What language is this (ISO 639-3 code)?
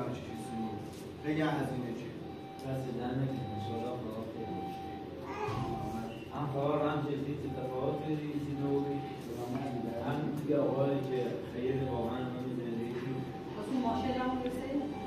fas